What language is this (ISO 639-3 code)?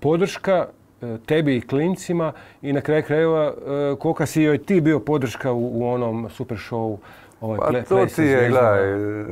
hrv